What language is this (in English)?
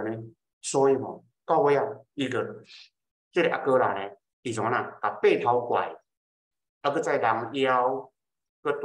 Min Nan Chinese